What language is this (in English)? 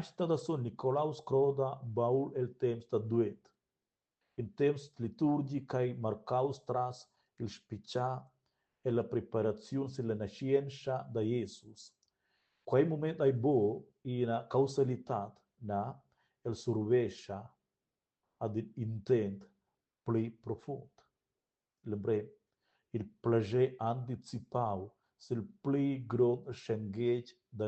Romansh